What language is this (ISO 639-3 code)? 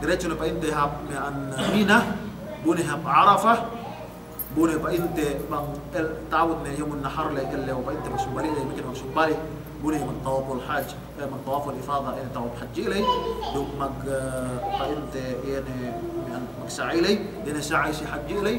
yka